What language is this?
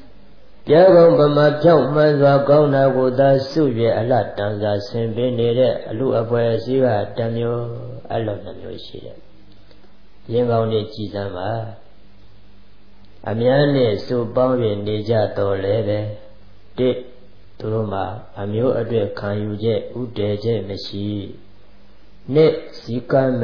Burmese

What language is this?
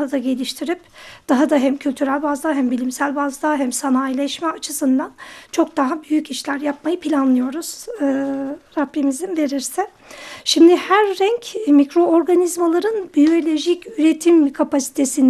Turkish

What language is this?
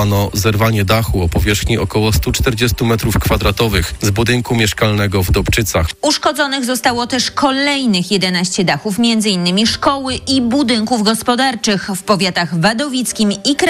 Polish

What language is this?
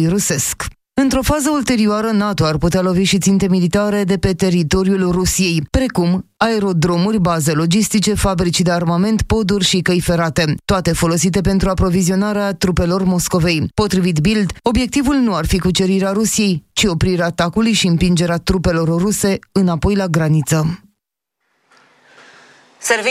Romanian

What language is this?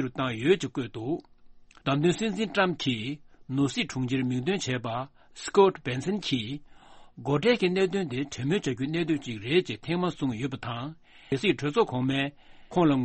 Tibetan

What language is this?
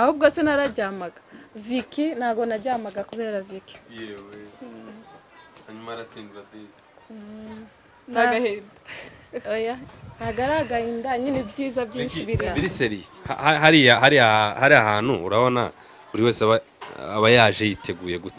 Kinyarwanda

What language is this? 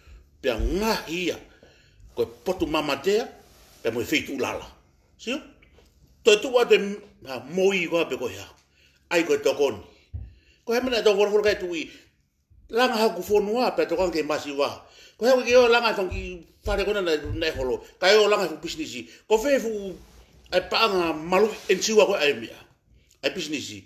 Tongan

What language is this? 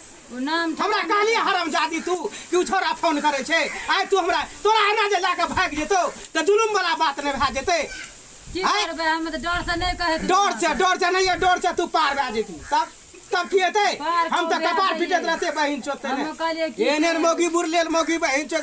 Maithili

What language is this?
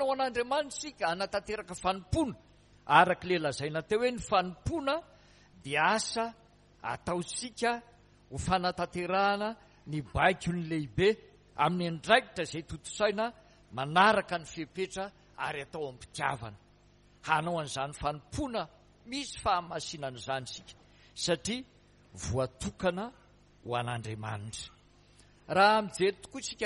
Malagasy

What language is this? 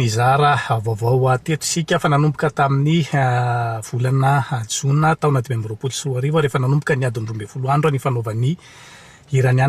Malagasy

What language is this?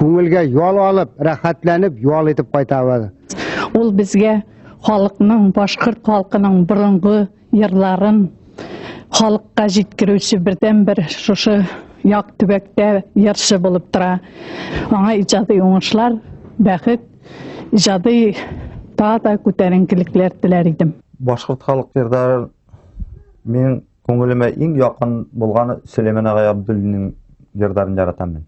Bashkir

